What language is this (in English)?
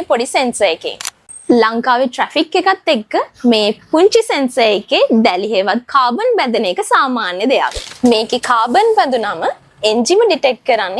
Sinhala